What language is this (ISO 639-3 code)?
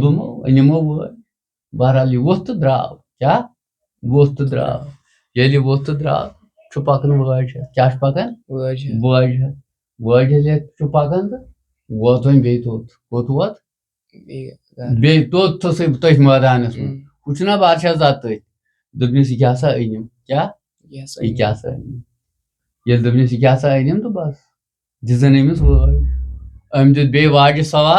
kas